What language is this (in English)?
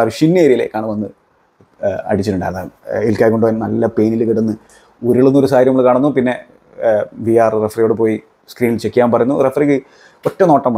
Malayalam